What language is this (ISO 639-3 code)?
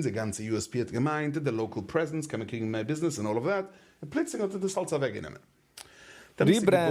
yid